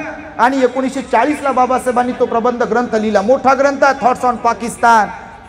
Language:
Marathi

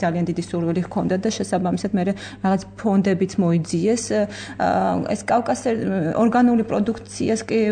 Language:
Georgian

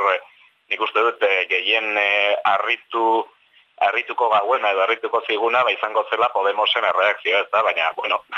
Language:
Basque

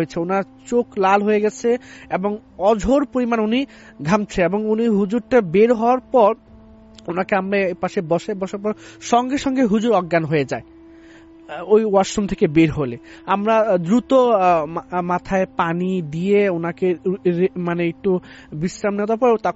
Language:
Bangla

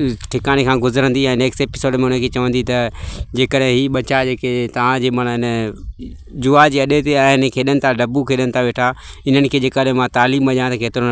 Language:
Sindhi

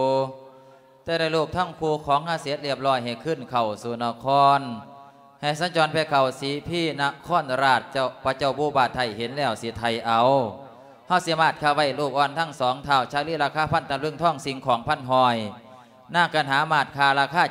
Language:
Lao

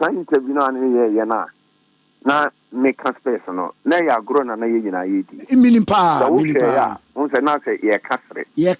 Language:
Akan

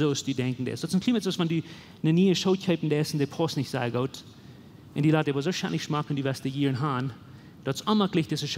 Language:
Plautdietsch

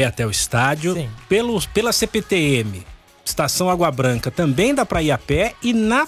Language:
Portuguese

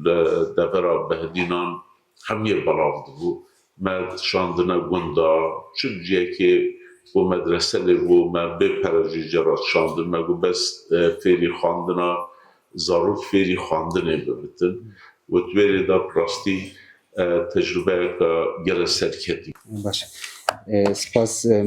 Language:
Kurdish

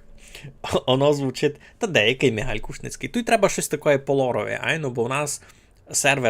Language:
Rusyn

